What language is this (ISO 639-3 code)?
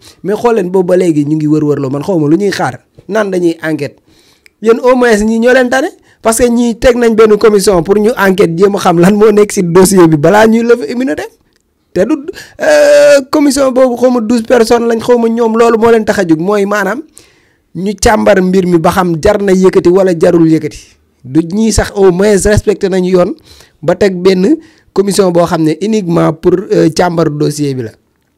wol